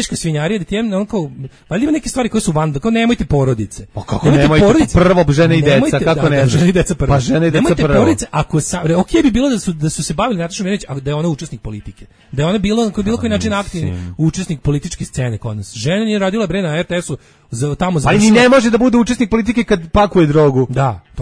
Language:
Serbian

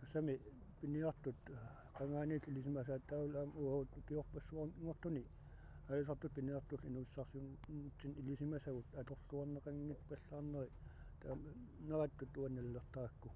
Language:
Kalaallisut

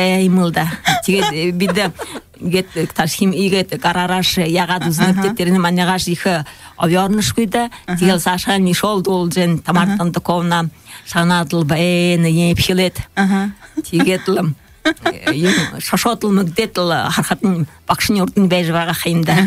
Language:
Buriat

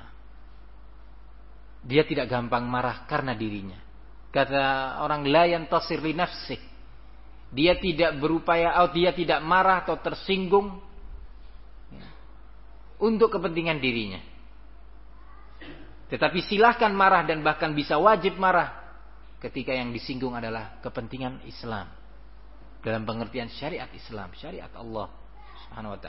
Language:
Indonesian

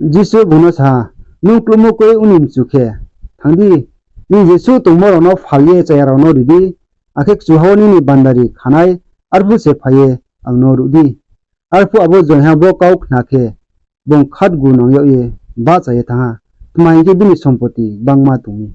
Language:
Riang (India)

